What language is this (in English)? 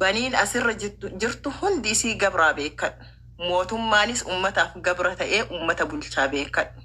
Oromo